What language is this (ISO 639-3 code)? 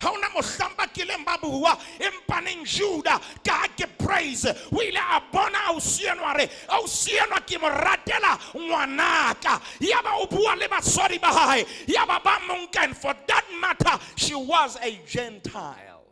sot